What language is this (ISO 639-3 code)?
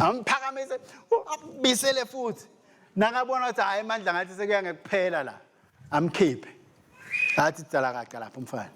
ssw